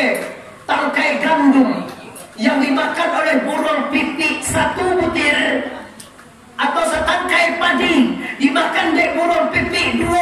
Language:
Minangkabau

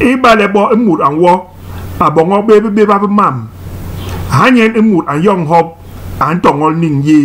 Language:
Basaa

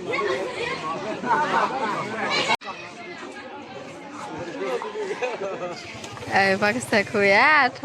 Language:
S'gaw Karen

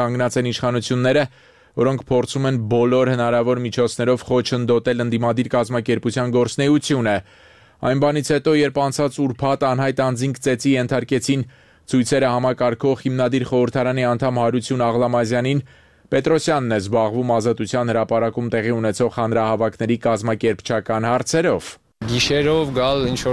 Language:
Armenian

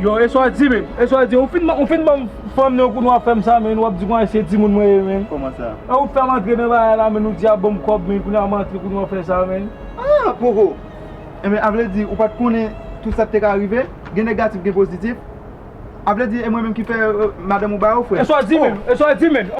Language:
Haitian Creole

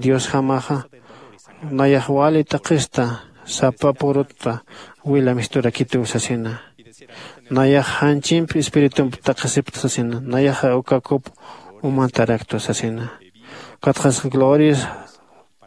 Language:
Aymara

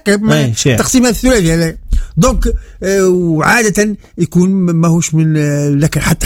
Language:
Tunisian Arabic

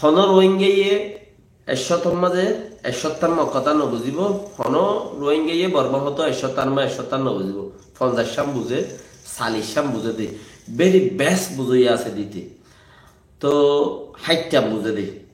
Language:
Rohingya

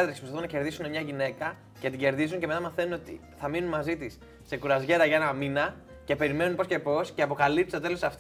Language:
Greek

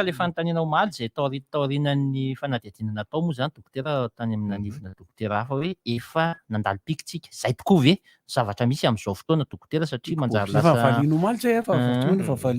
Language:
Malagasy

